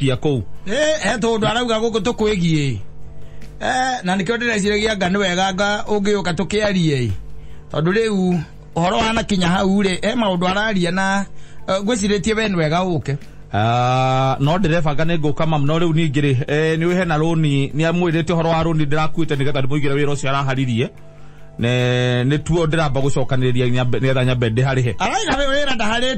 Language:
Kikuyu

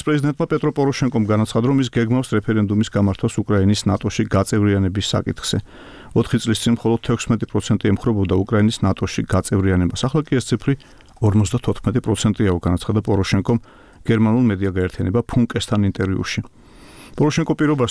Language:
Georgian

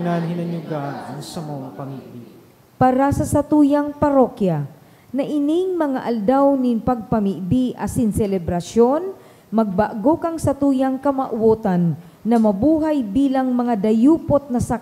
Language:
Bikol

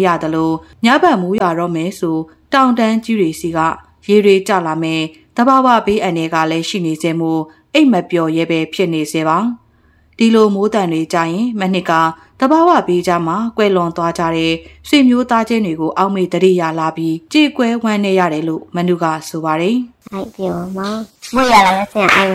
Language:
Burmese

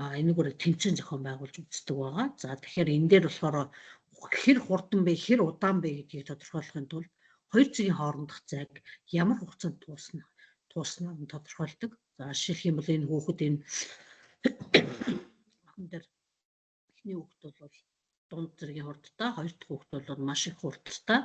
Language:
Mongolian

